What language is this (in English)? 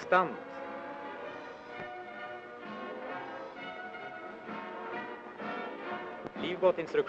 Norwegian